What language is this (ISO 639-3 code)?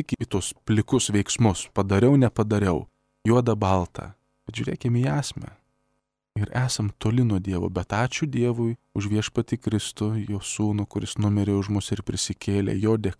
lit